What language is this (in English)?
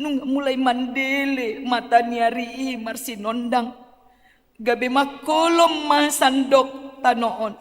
Batak Toba